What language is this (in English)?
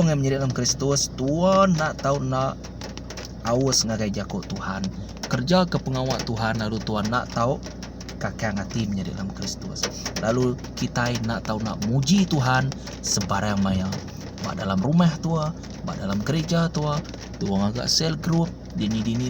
Iban